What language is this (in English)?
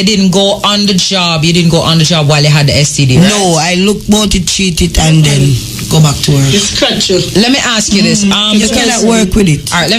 Jamaican Creole English